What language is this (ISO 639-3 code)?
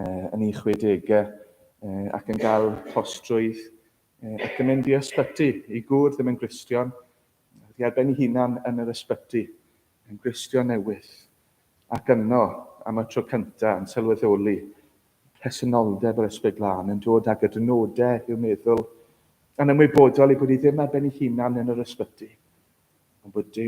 cym